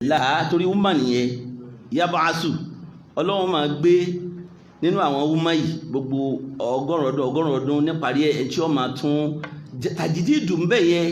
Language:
Yoruba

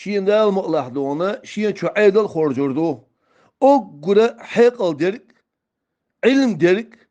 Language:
Chechen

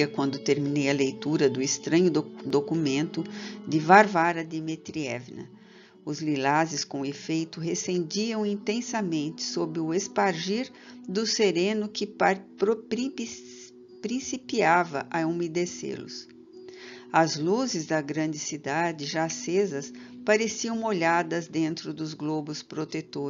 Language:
Portuguese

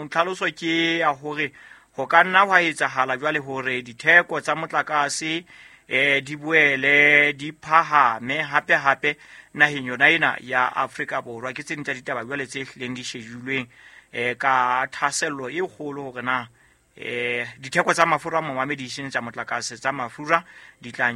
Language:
Southern Sotho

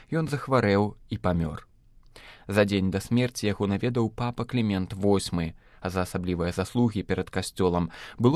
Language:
Belarusian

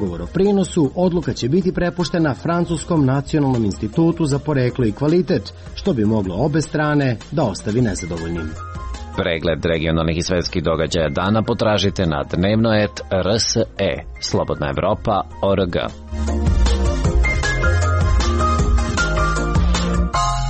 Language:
Serbian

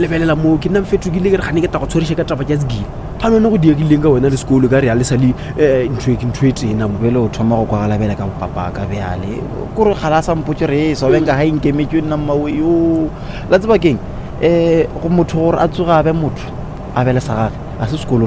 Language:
Northern Sotho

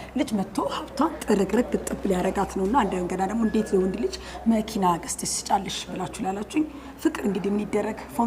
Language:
Amharic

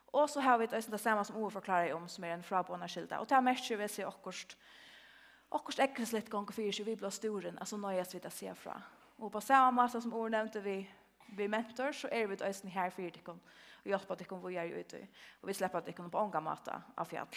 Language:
Faroese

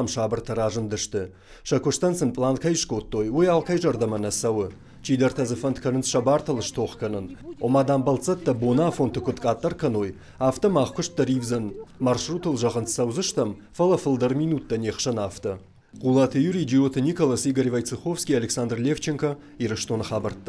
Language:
Ossetic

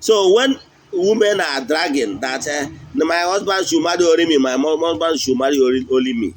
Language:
Igbo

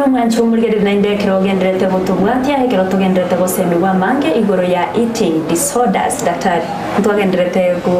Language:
Gusii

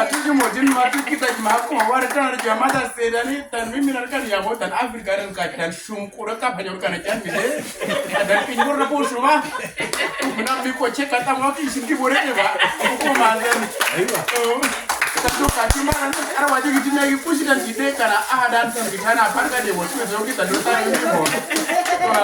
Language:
Uduk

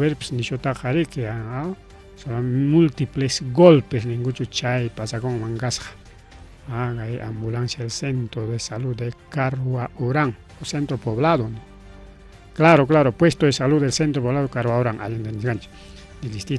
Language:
Ayacucho Quechua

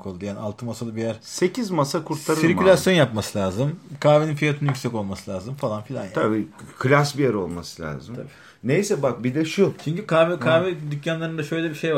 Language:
Turkish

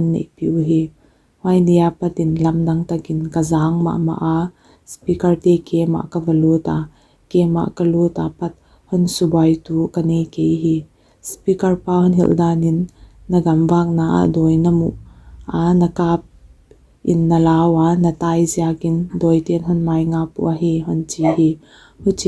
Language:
Paite Chin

